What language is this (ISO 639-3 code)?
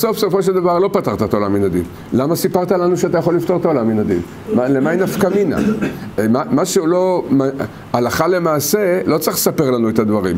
heb